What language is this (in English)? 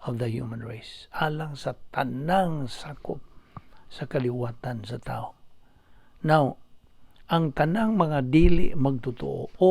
Cebuano